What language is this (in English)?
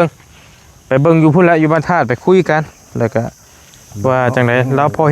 Northeastern Thai